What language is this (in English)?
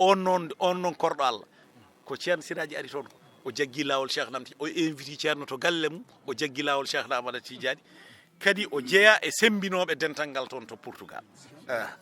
Fula